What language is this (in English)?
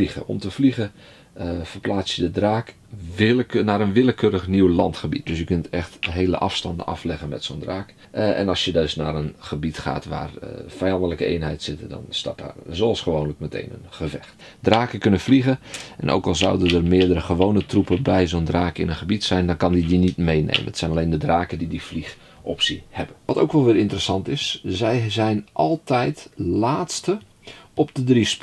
Dutch